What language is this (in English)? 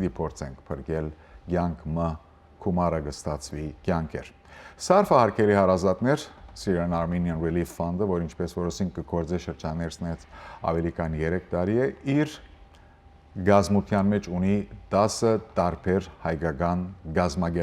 Western Armenian